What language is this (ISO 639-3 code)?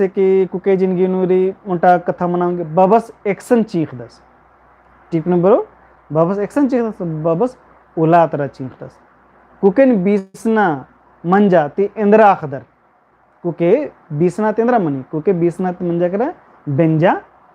kru